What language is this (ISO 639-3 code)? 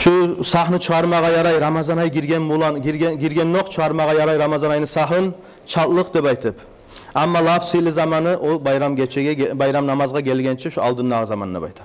kum